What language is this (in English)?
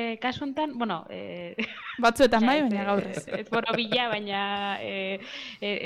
Basque